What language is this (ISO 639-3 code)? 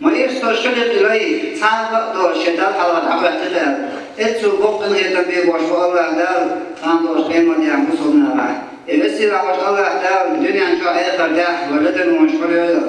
che